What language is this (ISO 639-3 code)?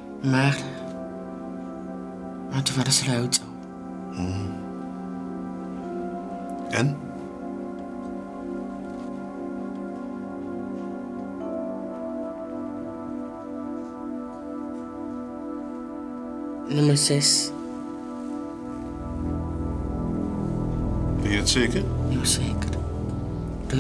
nld